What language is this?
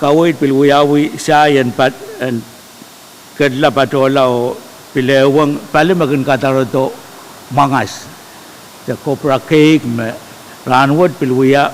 Pohnpeian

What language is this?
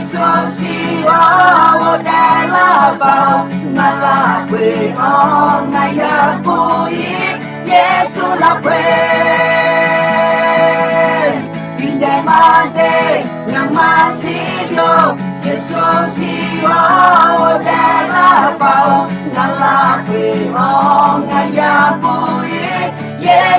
Akha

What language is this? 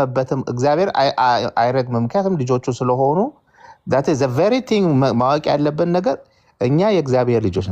Amharic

